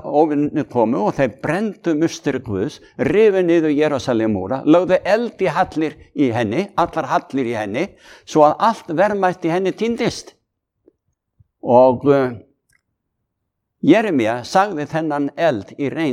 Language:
Icelandic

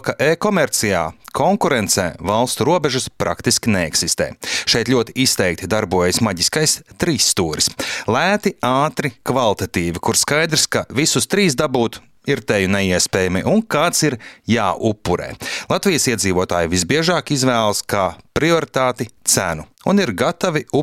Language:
Latvian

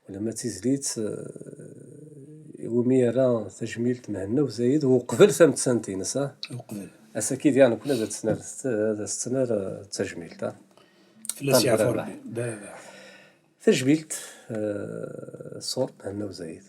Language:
Kabyle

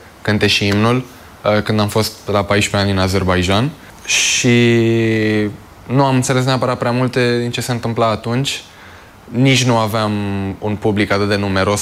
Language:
Romanian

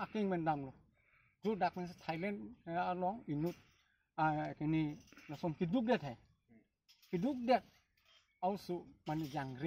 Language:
Karbi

